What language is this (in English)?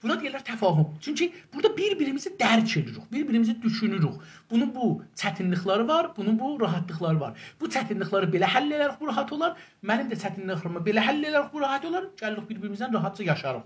South Azerbaijani